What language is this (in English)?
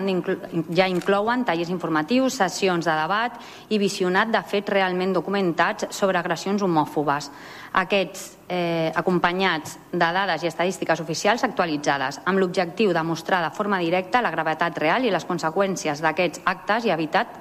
Catalan